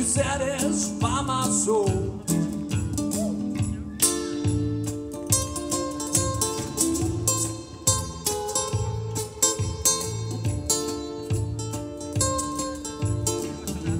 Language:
Hungarian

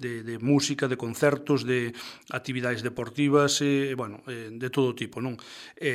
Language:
Galician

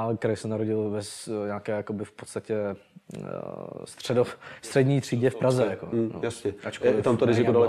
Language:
Czech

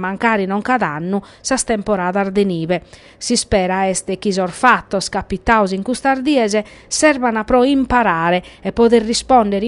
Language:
Sardinian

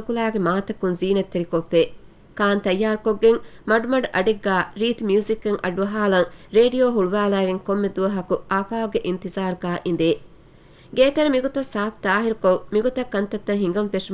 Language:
Divehi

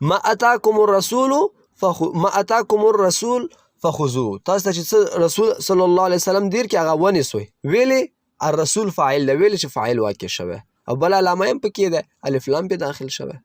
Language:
Pashto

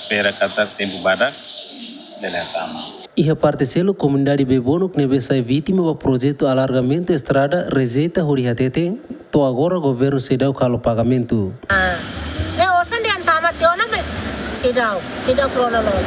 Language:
Tetum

